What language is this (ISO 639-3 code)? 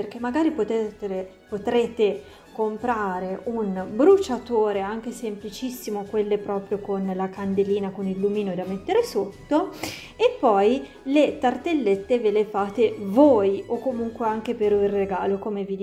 ita